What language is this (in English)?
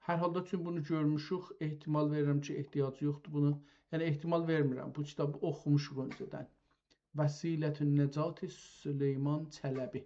South Azerbaijani